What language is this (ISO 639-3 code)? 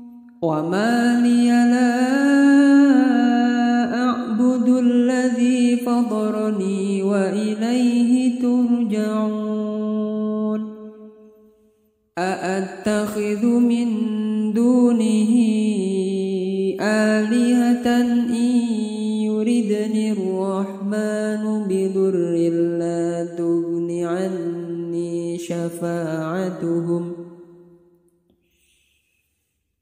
ara